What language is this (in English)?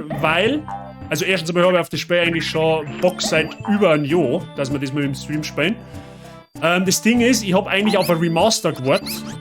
Bavarian